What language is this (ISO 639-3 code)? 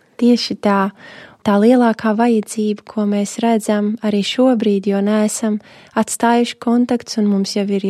lav